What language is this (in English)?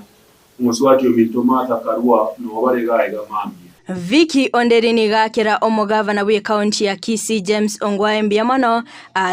Gusii